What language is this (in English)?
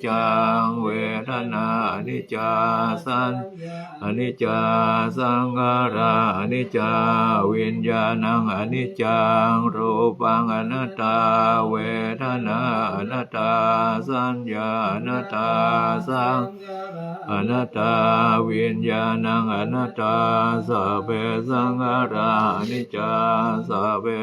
Pali